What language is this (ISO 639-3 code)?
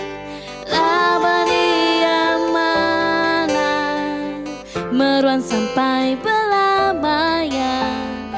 iba